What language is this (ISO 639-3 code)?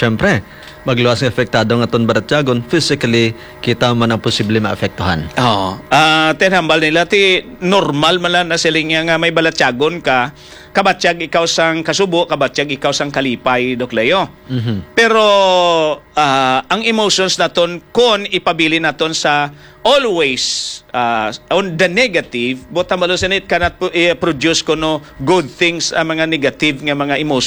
hil